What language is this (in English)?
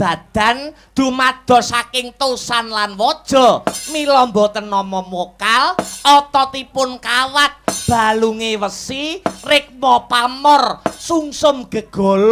Javanese